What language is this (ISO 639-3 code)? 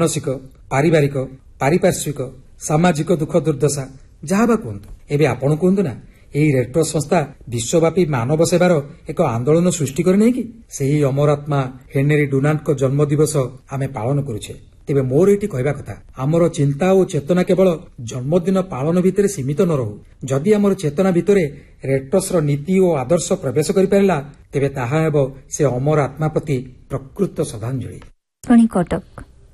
ori